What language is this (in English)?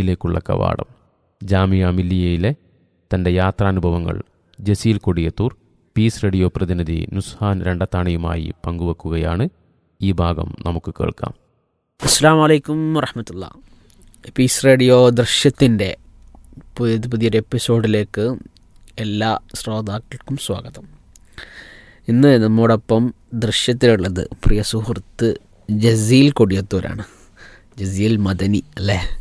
Malayalam